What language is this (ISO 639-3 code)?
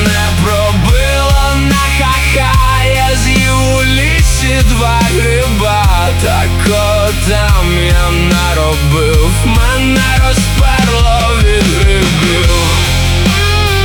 ukr